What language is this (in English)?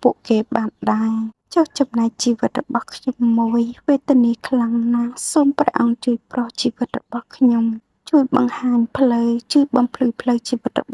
Khmer